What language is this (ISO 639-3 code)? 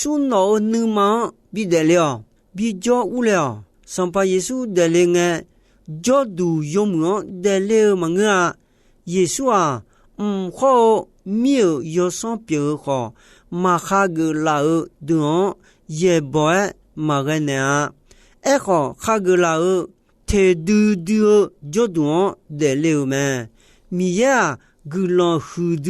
ahk